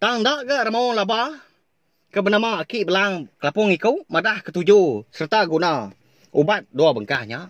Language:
Iban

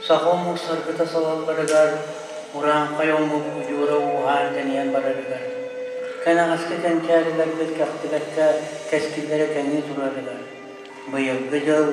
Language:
Yakut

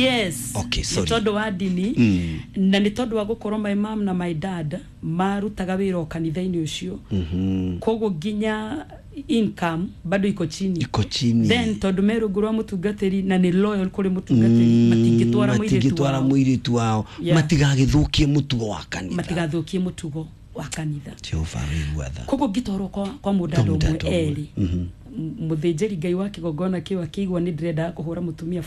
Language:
Kikuyu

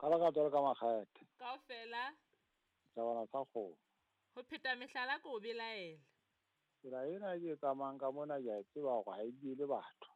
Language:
Southern Sotho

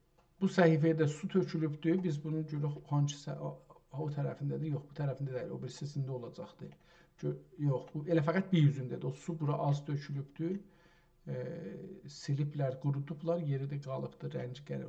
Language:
South Azerbaijani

